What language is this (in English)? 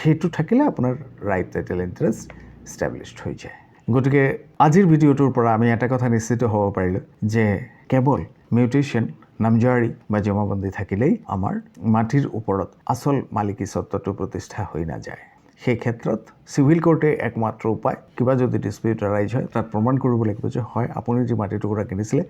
Assamese